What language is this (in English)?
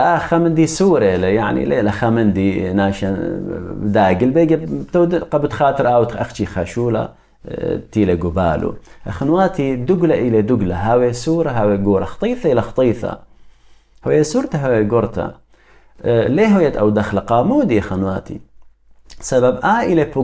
Assyrian Neo-Aramaic